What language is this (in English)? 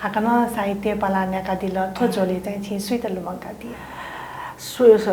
Newari